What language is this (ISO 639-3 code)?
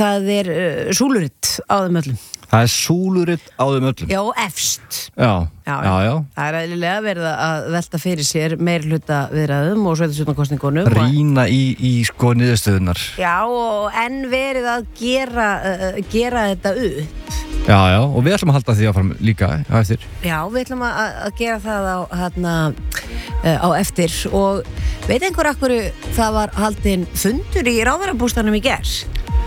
isl